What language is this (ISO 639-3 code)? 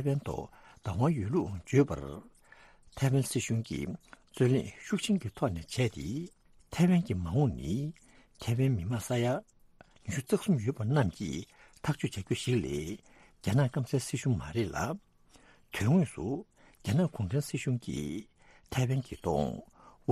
bod